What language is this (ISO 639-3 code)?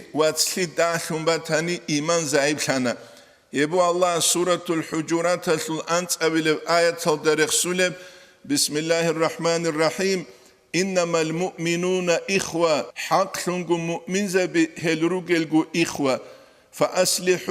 ava